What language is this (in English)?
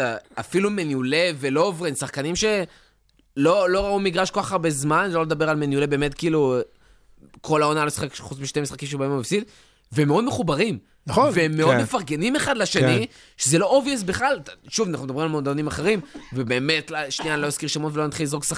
Hebrew